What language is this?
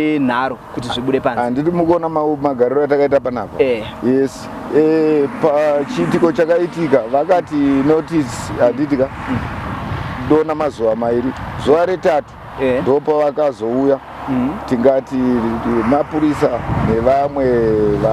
Shona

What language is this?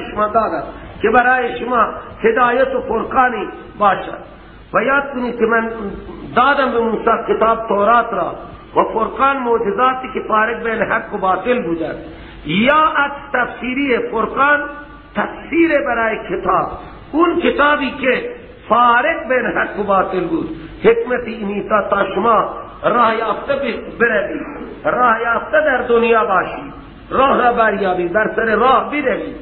Persian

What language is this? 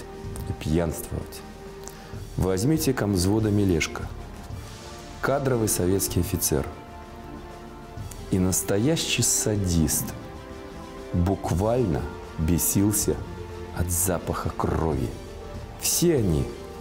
Russian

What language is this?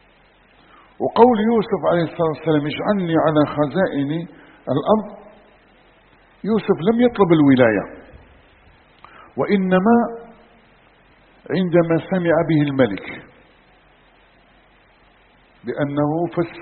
Arabic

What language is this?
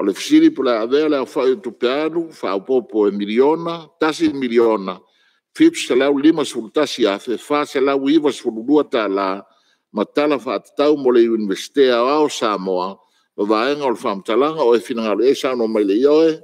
Samoan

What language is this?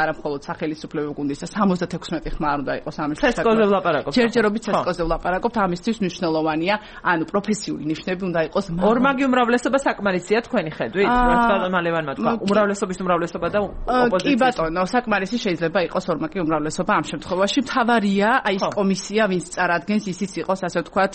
Georgian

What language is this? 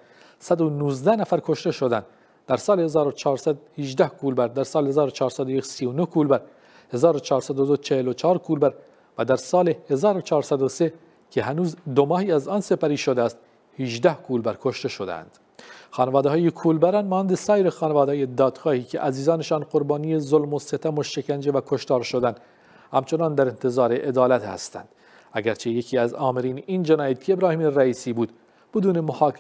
Persian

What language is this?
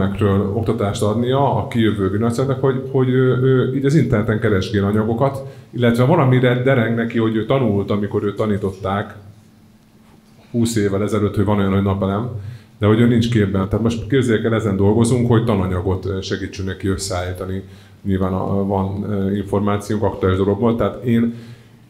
Hungarian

